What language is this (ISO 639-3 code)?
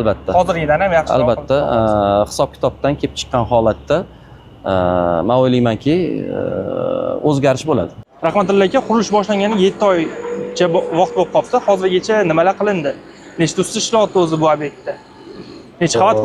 uzb